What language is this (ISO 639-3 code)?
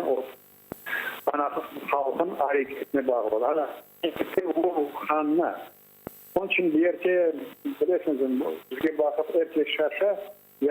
crh